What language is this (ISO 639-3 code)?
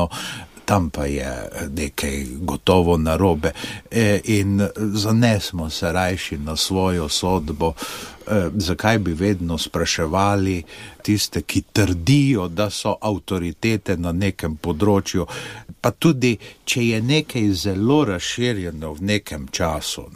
slv